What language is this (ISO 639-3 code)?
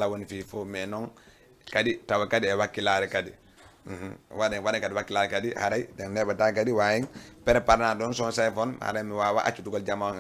ful